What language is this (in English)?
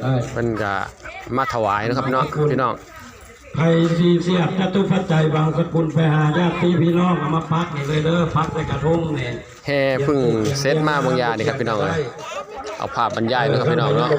Northeastern Thai